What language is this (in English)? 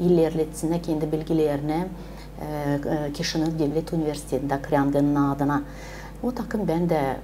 Gagauz